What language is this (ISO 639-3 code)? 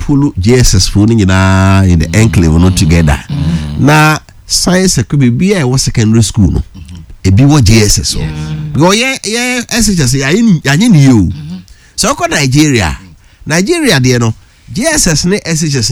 aka